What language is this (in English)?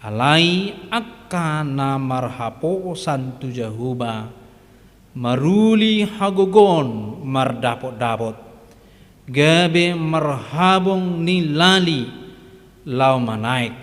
Batak Toba